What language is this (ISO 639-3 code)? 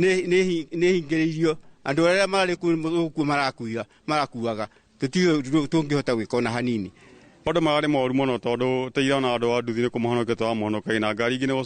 kik